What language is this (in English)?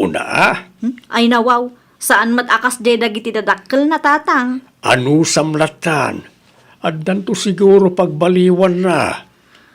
Iloko